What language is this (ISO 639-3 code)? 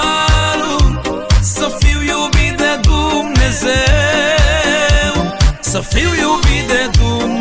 ron